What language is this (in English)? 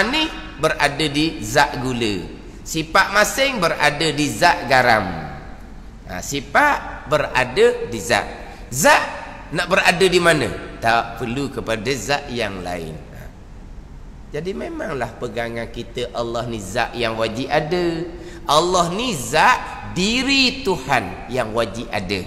Malay